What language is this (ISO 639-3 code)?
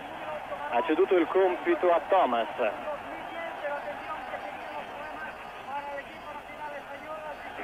ita